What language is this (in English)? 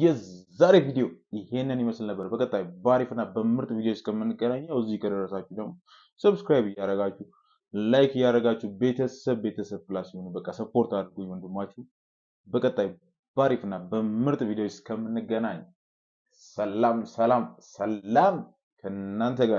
Amharic